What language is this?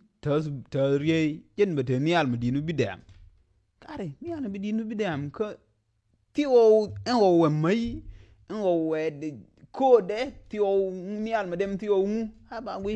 Nuer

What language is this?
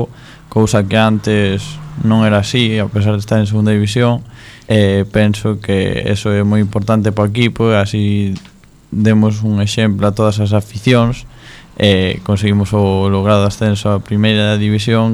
Galician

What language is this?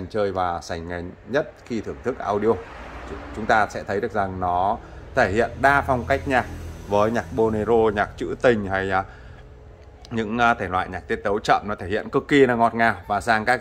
Vietnamese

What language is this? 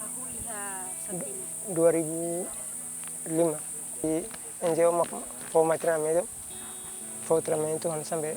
Tetum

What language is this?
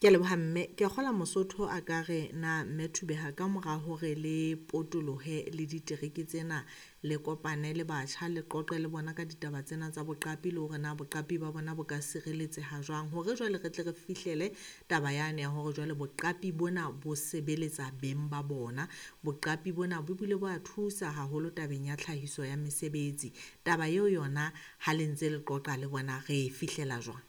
Southern Sotho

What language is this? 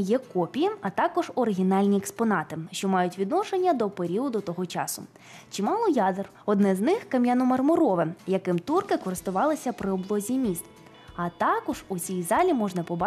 Ukrainian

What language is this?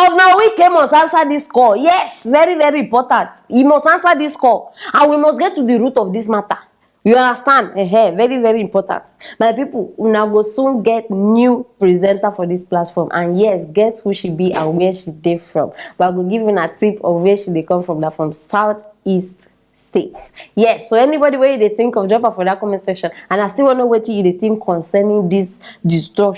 Nigerian Pidgin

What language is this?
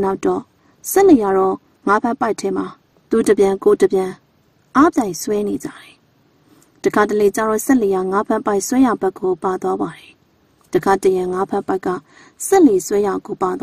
Burmese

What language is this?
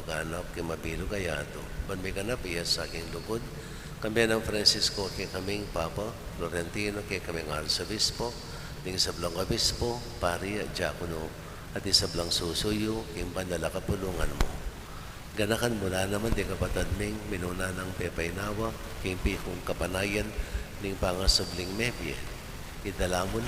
Pampanga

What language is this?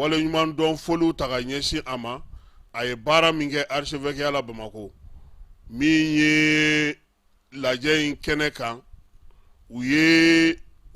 Bambara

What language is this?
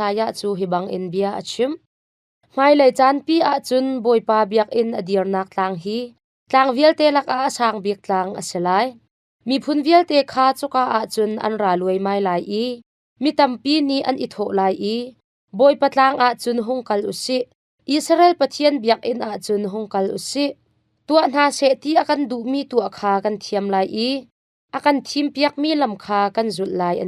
Hakha Chin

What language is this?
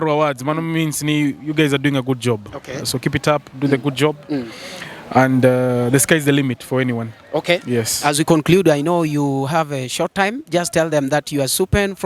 Luo (Kenya and Tanzania)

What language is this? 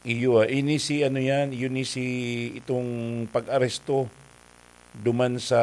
Bikol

